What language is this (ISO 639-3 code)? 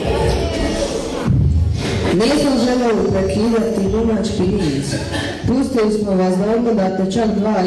hrv